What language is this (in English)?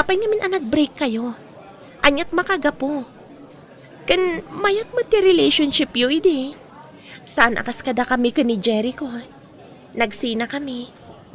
Iloko